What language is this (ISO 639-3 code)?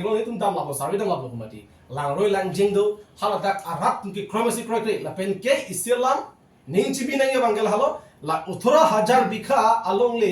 mjw